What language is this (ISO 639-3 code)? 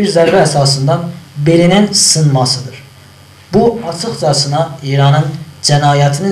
azb